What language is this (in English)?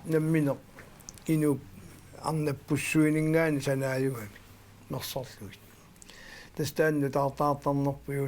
Kalaallisut